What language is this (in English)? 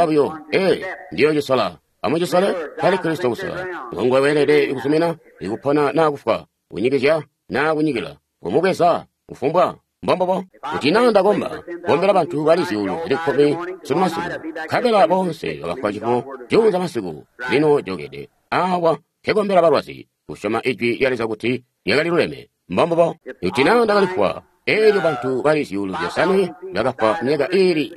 Tonga (Zambia)